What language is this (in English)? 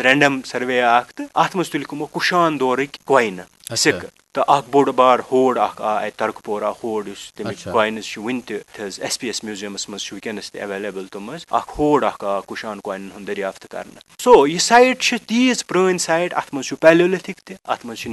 Kashmiri